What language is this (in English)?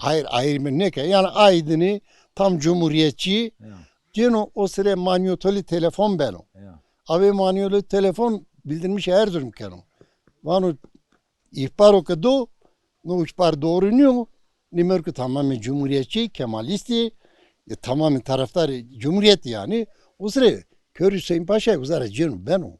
Zaza